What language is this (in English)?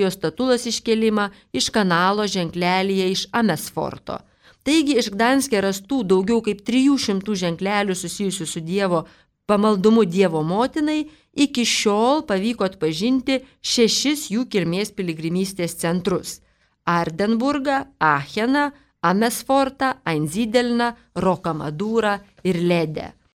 Lithuanian